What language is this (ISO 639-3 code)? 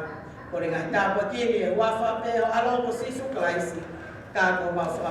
ton